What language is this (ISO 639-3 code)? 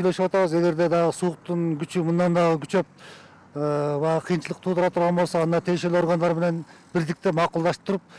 kir